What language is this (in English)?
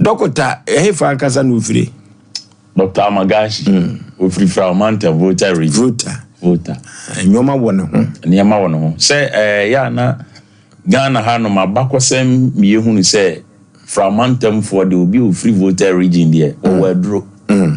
Akan